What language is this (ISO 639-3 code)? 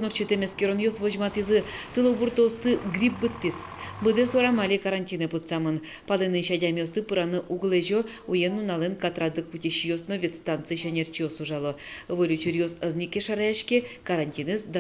udm